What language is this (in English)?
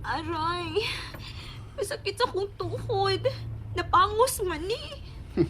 Cebuano